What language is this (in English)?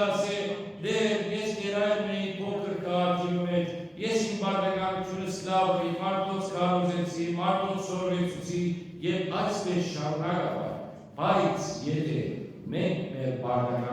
Western Armenian